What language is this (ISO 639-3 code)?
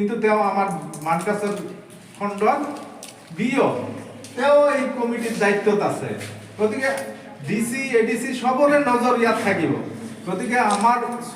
asm